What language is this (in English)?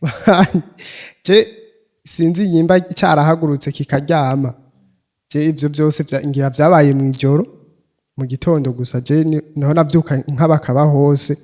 Rundi